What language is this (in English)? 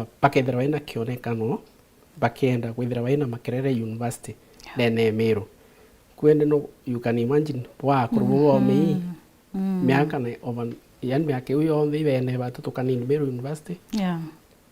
Meru